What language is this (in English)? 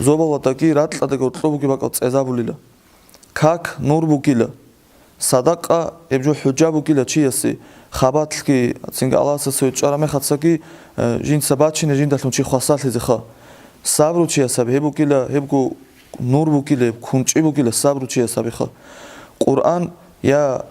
Avaric